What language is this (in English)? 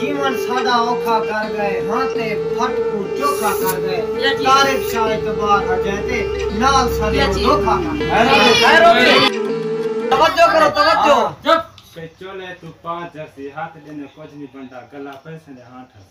Saraiki